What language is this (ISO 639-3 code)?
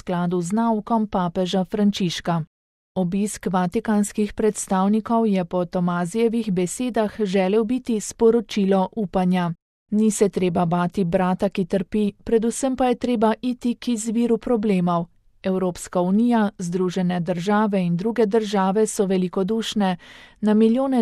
slv